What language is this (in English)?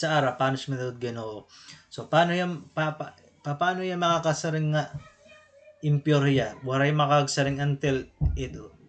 Waray